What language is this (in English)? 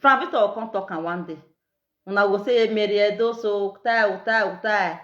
Nigerian Pidgin